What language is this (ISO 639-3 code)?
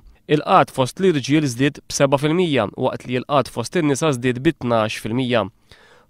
mlt